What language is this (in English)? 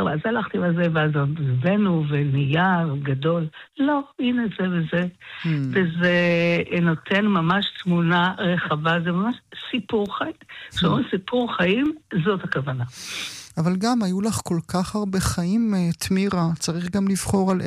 Hebrew